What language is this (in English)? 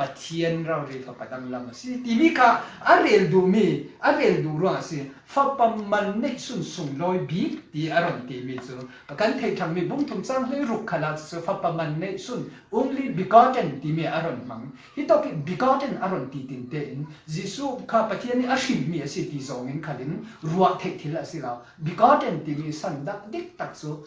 Falam Chin